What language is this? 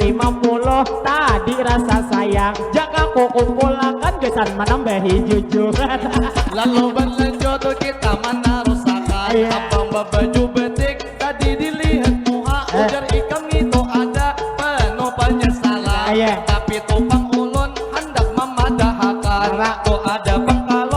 Banjar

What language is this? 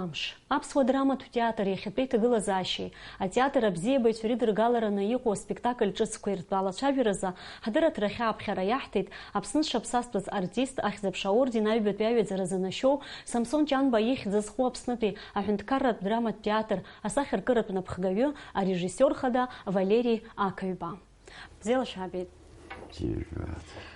Abkhazian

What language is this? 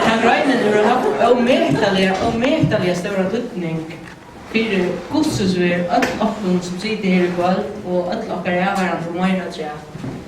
Faroese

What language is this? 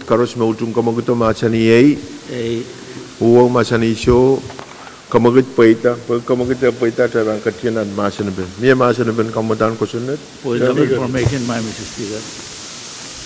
Pohnpeian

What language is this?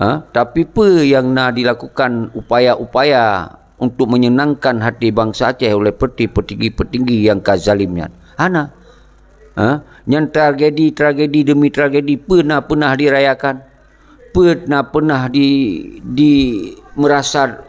Achinese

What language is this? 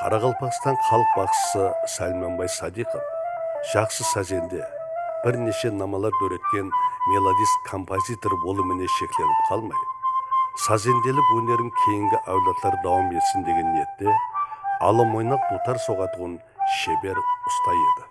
Kara-Kalpak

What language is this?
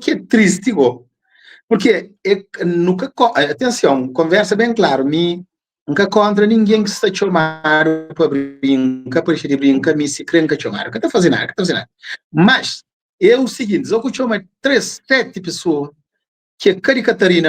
Kabuverdianu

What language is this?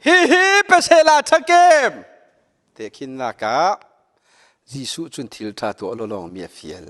Falam Chin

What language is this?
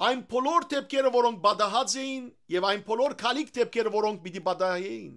Western Armenian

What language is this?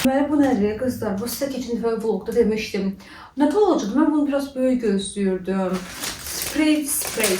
Azerbaijani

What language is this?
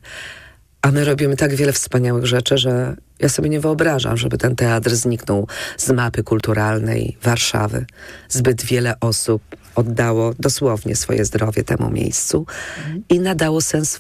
Polish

